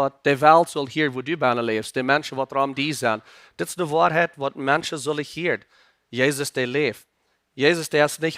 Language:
Plautdietsch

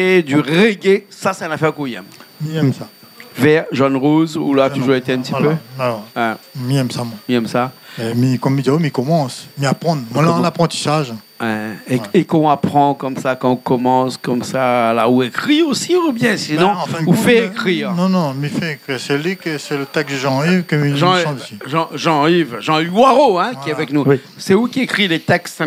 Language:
Réunion Creole French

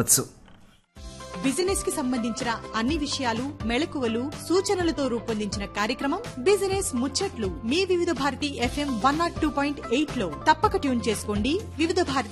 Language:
Telugu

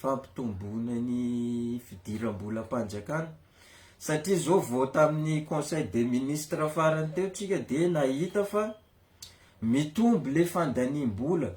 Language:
Malagasy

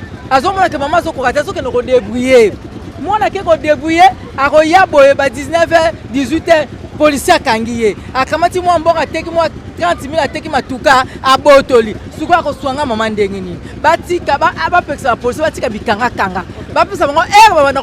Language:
Lingala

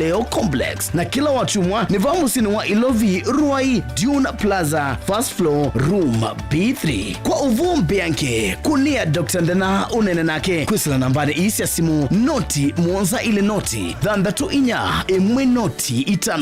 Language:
Kamba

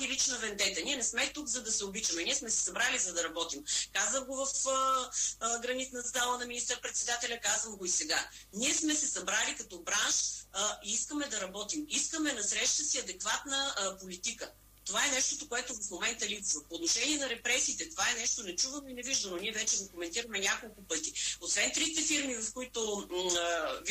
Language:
Bulgarian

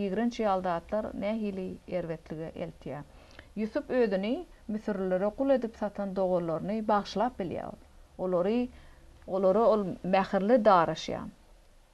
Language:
Turkmen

